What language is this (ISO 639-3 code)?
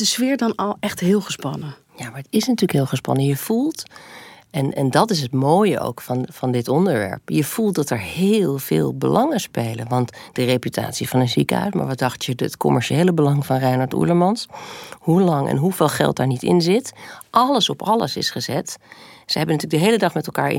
nld